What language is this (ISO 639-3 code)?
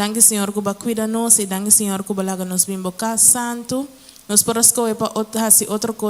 pap